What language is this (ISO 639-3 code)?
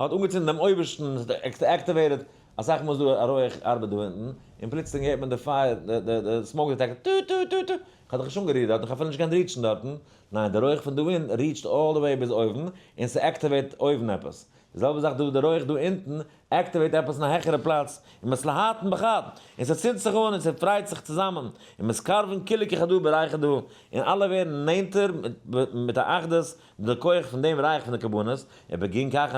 yid